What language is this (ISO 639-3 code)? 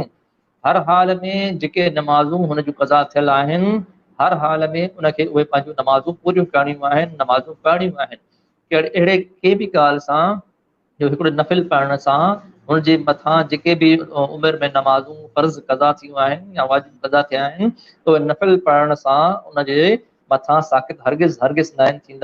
snd